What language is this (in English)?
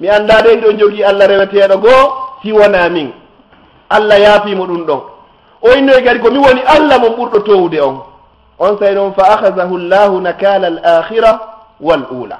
Fula